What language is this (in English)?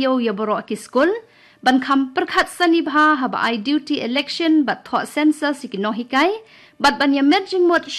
Khasi